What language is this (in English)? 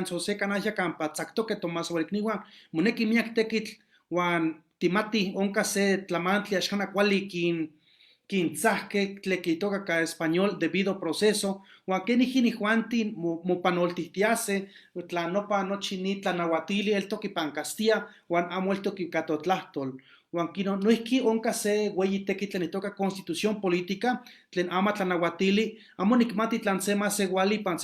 Eastern Huasteca Nahuatl